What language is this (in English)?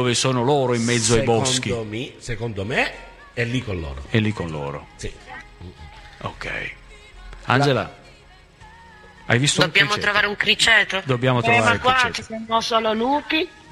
Italian